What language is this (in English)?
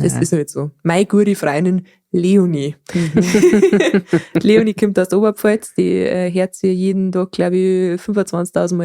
Bavarian